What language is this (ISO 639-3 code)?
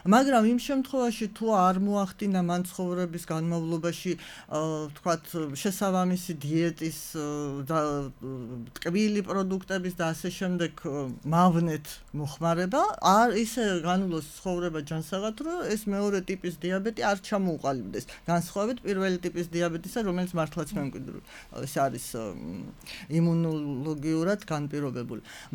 kat